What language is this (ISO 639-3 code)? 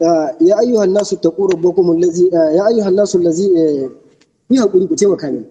hau